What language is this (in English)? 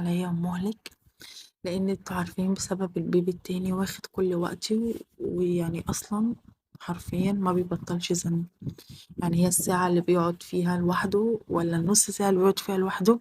Egyptian Arabic